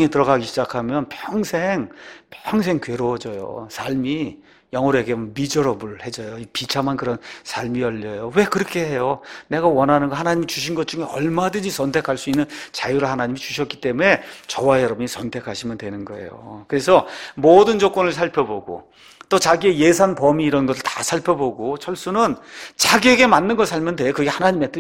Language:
Korean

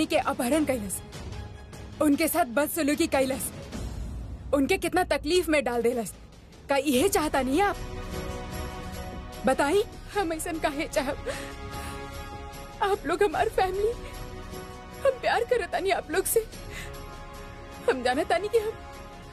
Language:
Bhojpuri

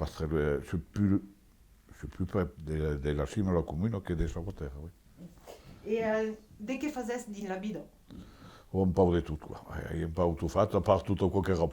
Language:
Occitan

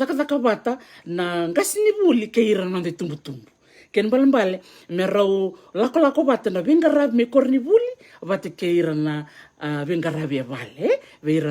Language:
Fijian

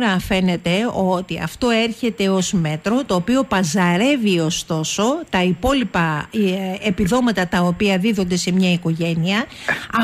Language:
Greek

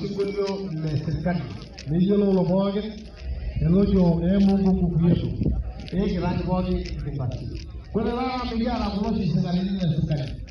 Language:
Masai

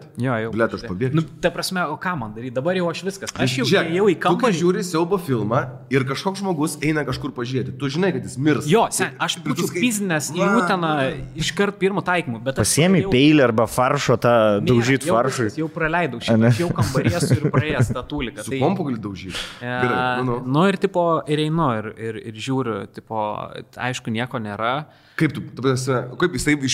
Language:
Lithuanian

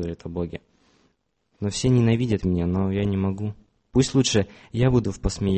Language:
Russian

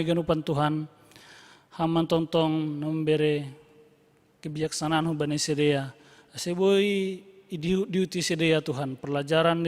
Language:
Batak Simalungun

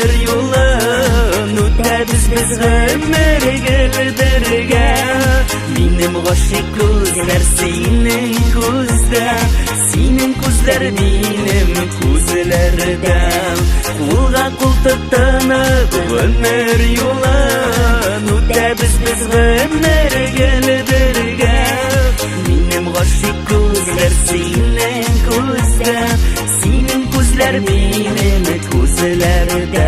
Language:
Bashkir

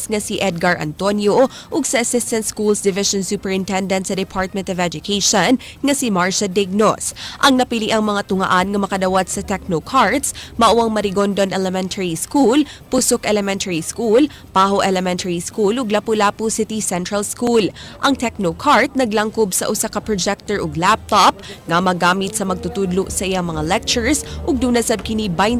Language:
Cebuano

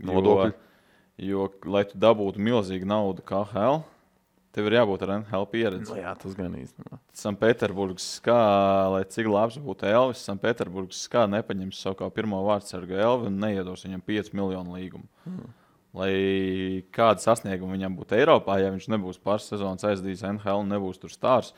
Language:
Latvian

